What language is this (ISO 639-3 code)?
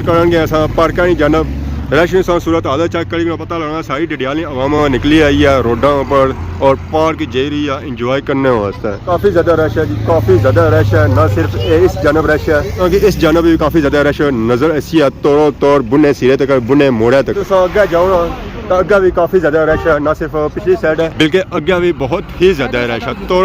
phr